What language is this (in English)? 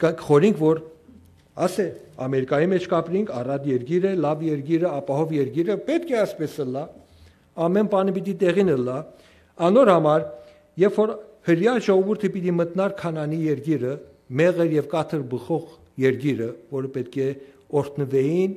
Western Armenian